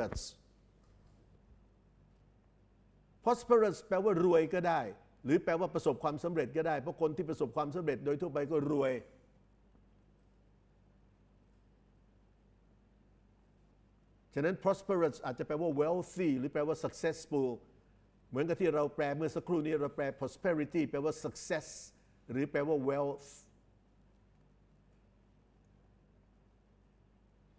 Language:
Thai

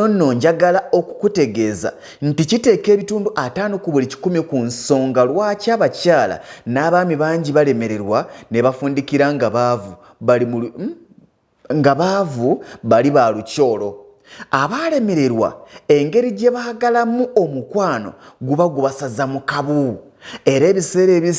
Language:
Ganda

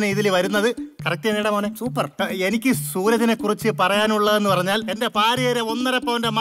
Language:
Malayalam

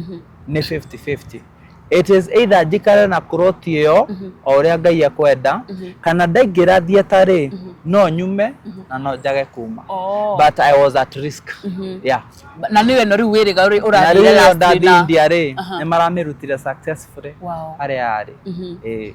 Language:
Kikuyu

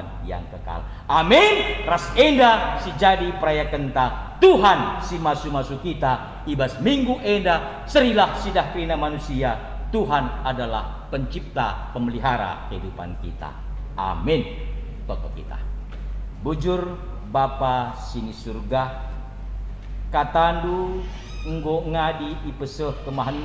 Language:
Batak Karo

